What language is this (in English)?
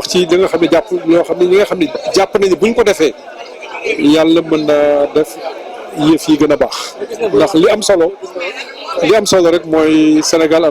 Wolof